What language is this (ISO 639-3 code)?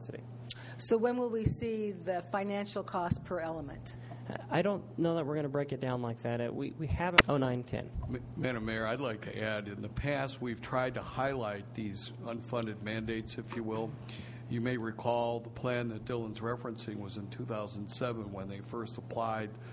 eng